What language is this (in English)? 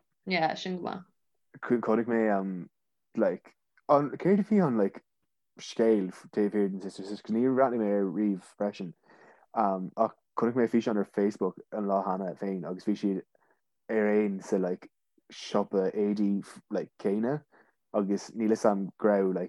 Irish